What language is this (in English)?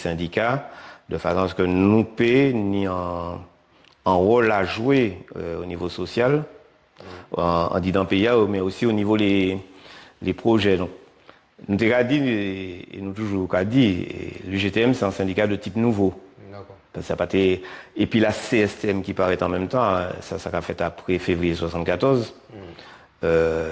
Guadeloupean Creole French